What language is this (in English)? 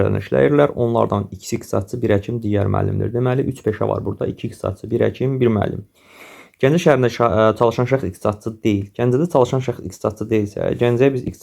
Azerbaijani